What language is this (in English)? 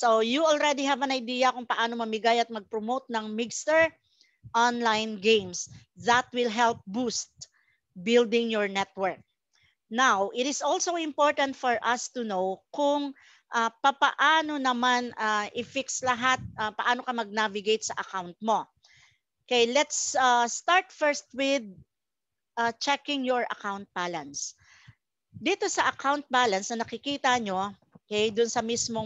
Filipino